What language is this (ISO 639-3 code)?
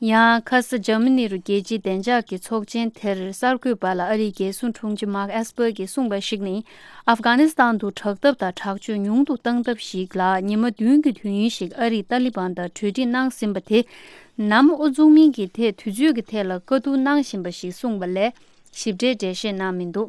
bod